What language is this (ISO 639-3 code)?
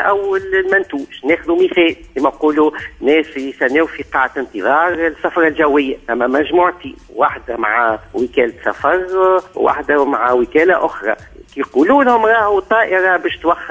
aeb